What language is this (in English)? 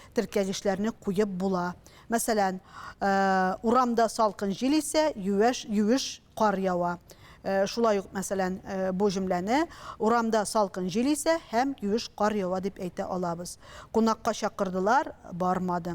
Tatar